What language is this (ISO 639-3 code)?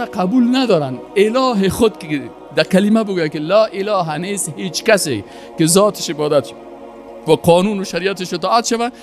fas